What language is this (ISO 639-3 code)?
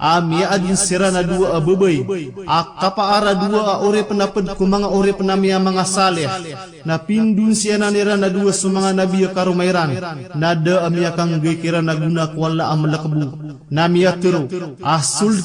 mrw